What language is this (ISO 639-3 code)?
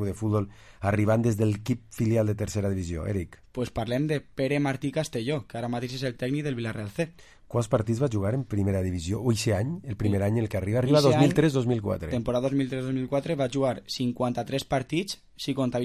cat